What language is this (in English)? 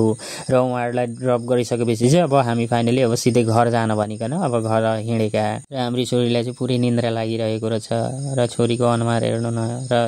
Nepali